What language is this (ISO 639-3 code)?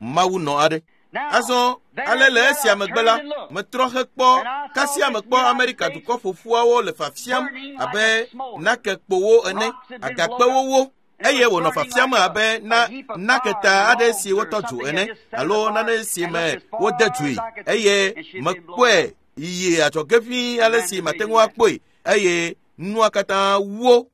ewe